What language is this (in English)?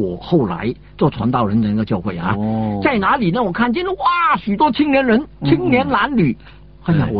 Chinese